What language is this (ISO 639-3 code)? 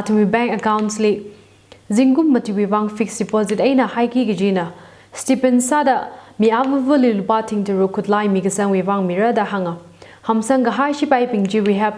nmf